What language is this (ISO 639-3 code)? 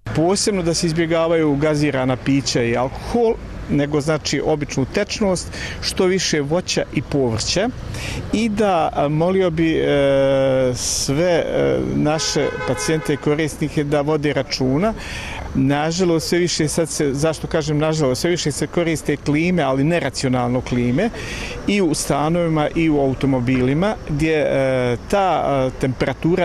bos